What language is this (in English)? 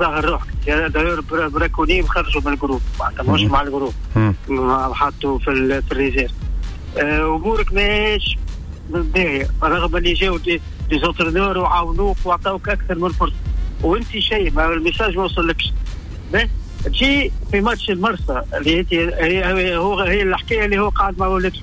Tunisian Arabic